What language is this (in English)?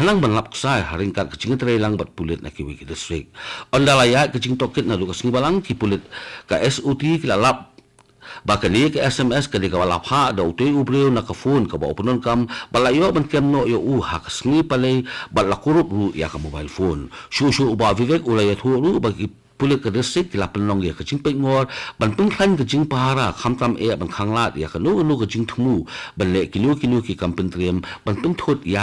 Khasi